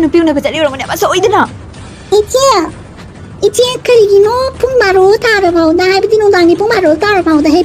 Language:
Manipuri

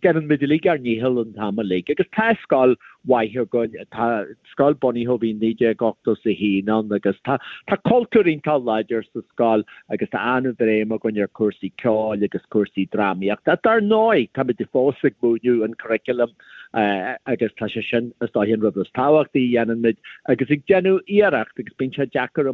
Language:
Irish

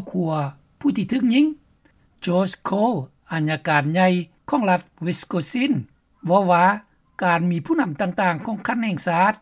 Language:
Lao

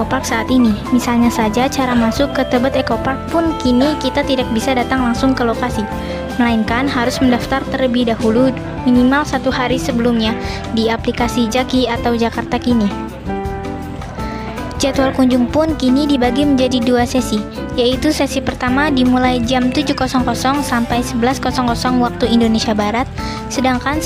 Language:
Indonesian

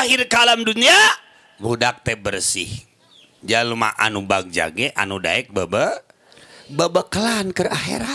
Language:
Sundanese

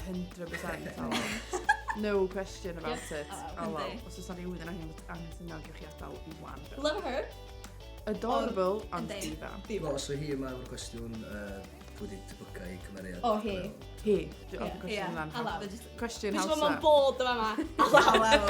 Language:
Welsh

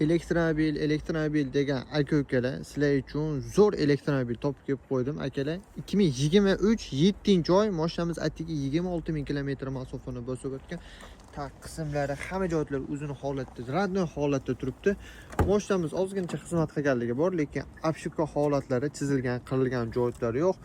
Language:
Uzbek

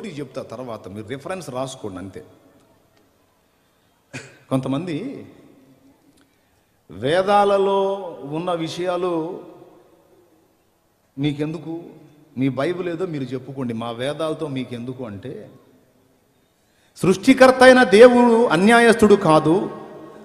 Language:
Telugu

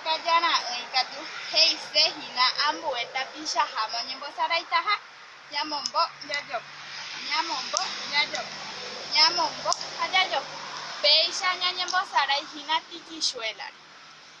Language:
Guarani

